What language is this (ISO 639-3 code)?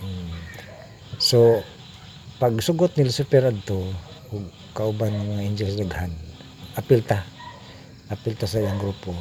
ceb